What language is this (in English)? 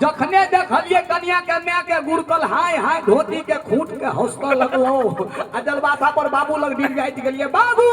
Maithili